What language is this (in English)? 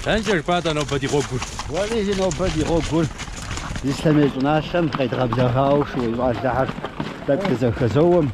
Kabardian